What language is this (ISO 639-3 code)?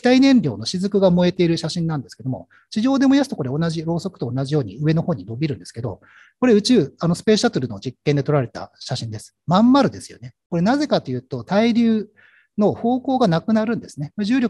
jpn